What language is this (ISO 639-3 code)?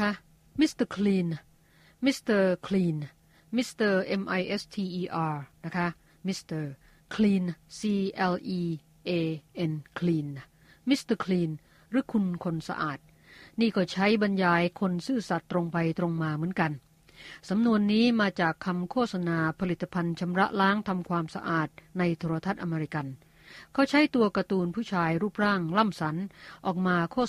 tha